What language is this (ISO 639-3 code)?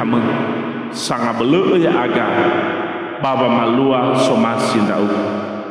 nia